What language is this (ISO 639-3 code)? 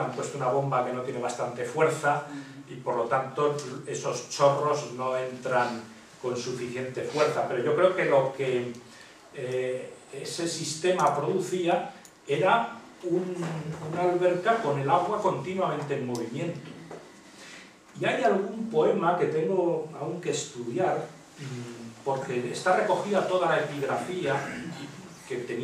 spa